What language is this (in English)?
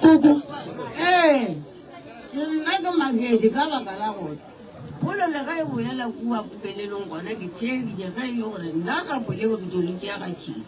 Northern Sotho